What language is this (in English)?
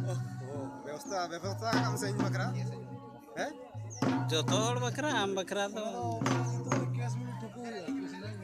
Santali